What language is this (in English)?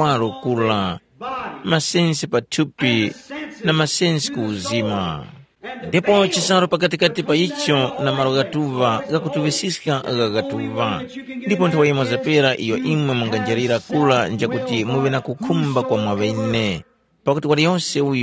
Tumbuka